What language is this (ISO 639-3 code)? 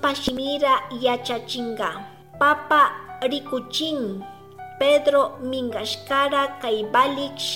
qug